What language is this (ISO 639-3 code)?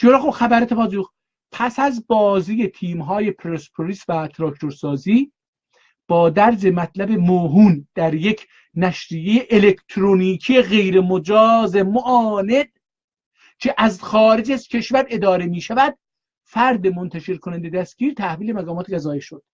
azb